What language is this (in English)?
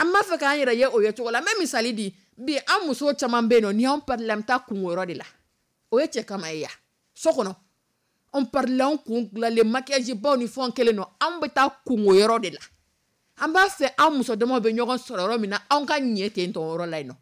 Dyula